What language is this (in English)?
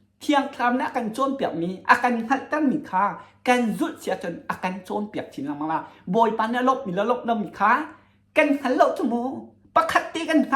Hakha Chin